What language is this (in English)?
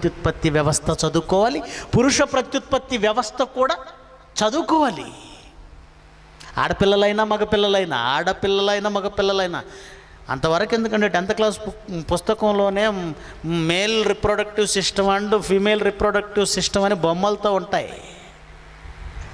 Telugu